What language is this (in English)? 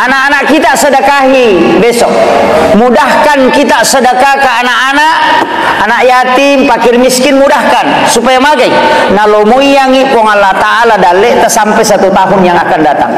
Buginese